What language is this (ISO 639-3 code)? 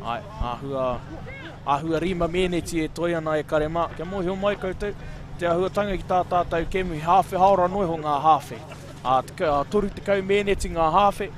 mri